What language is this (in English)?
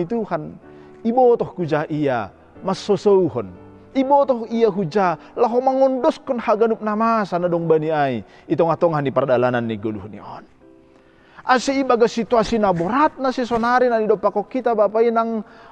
Batak Simalungun